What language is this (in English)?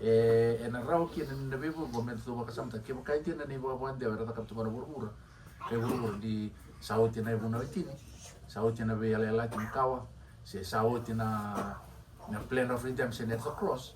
Fijian